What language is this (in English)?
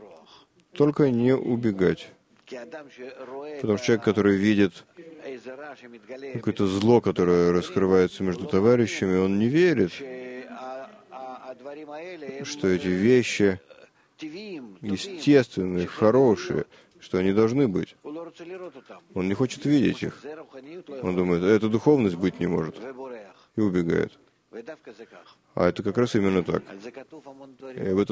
Russian